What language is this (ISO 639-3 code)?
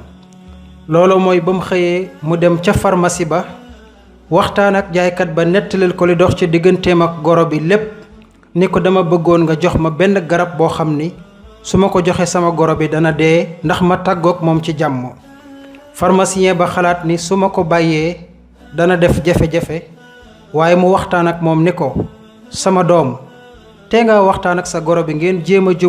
wol